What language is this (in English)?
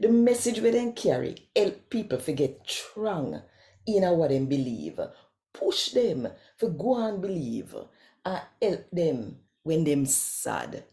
Jamaican Creole English